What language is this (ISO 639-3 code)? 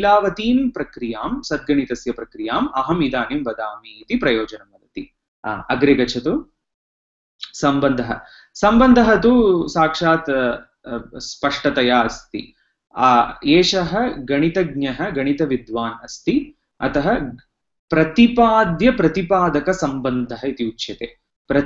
san